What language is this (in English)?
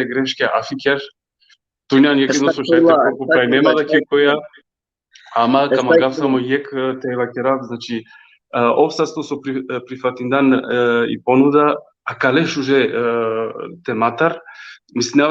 Balkan Romani